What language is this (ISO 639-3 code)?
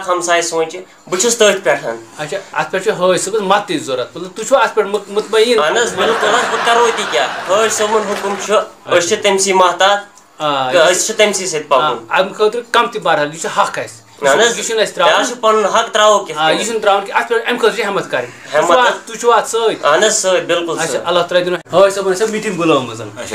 kas